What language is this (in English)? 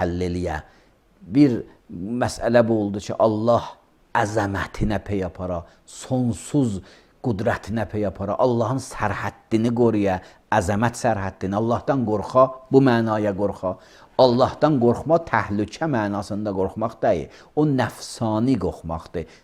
Azerbaijani